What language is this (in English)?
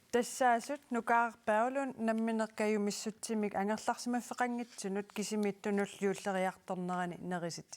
Kalaallisut